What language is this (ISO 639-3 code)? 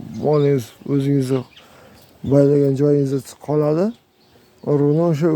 uzb